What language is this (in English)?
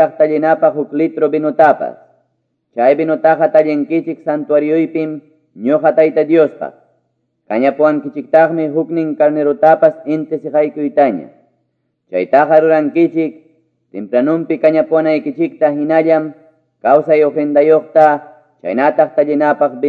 Ayacucho Quechua